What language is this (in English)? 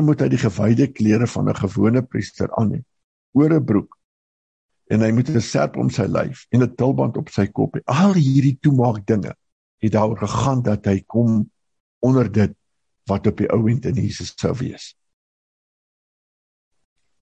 Afrikaans